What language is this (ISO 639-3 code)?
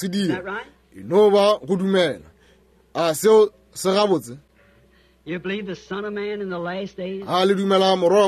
nso